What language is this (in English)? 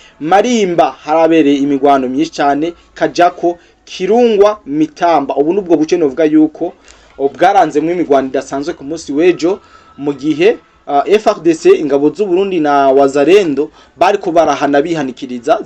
Rundi